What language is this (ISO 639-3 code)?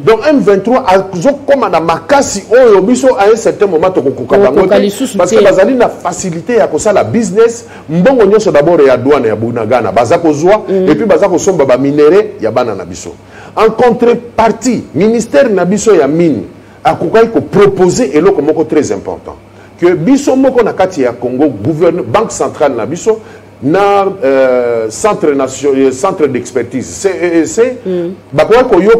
lin